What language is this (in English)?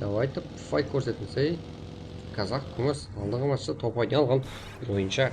Kara-Kalpak